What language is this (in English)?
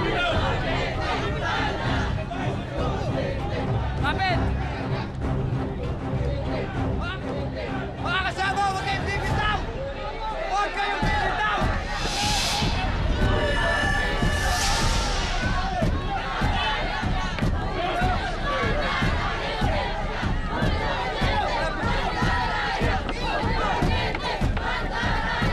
Filipino